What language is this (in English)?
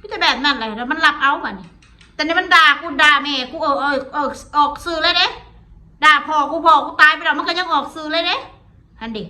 Northeastern Thai